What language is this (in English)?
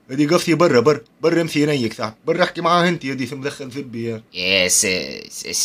Tunisian Arabic